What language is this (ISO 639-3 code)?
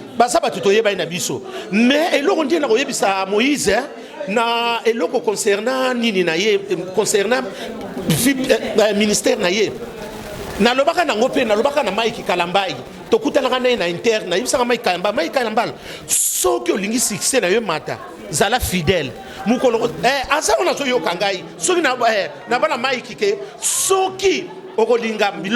lin